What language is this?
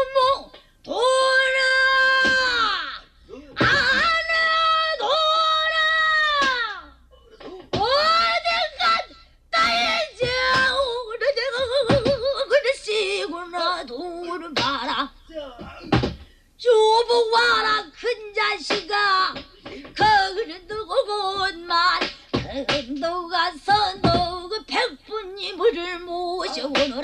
Korean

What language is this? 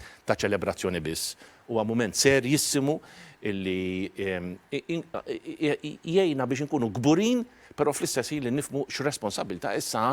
Maltese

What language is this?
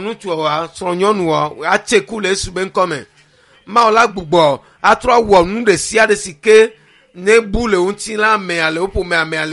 Ewe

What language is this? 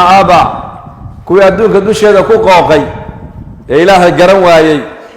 Somali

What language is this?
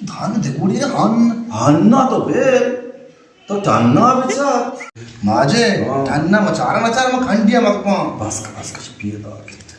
Baluchi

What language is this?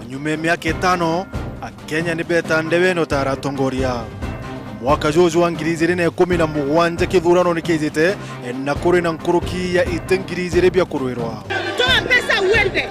Meru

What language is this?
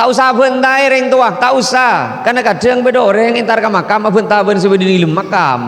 Madurese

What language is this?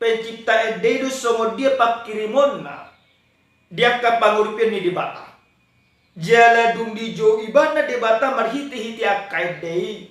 Batak Toba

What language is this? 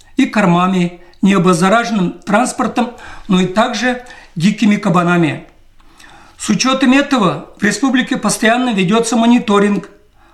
Russian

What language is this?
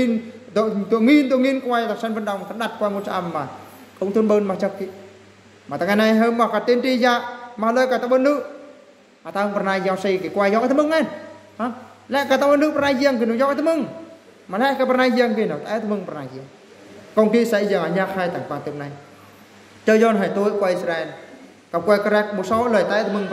Eastern Bru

